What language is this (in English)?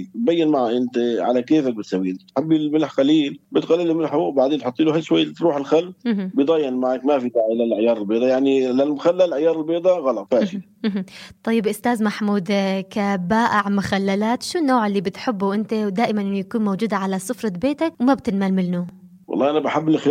North Levantine Arabic